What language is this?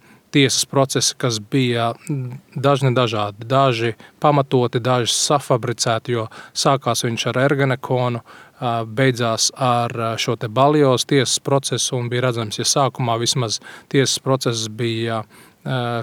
Latvian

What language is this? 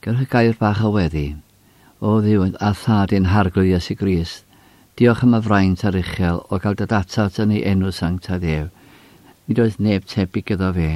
Welsh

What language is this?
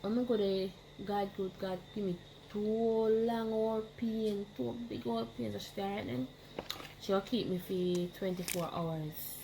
Jamaican Creole English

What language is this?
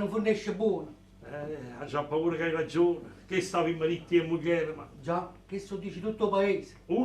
Neapolitan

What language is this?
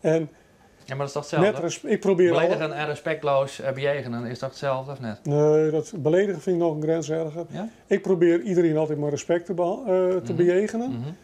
Western Frisian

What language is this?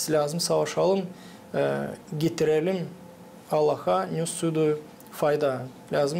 Gagauz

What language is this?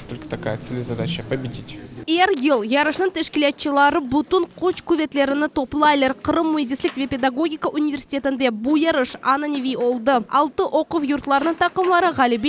Crimean Tatar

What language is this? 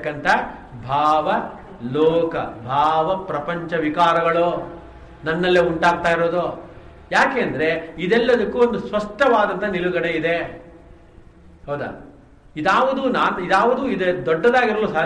Kannada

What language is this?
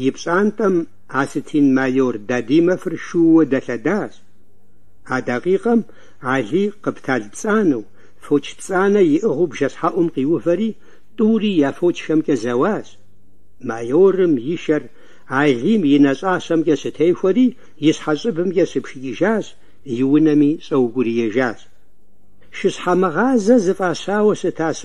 Kabardian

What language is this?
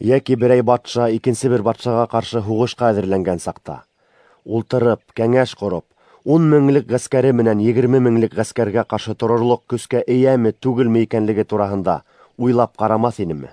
Bashkir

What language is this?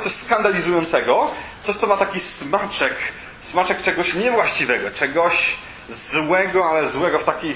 Polish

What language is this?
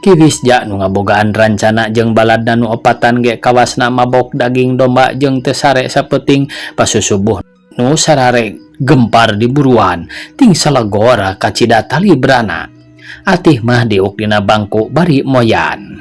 Sundanese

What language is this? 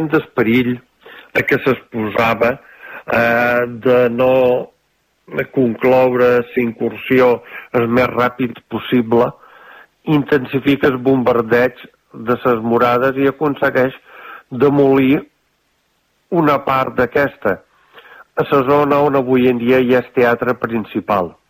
Catalan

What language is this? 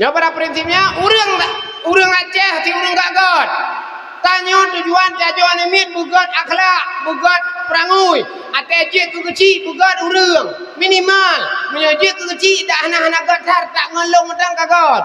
Achinese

